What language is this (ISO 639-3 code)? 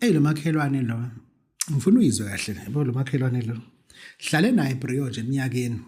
zul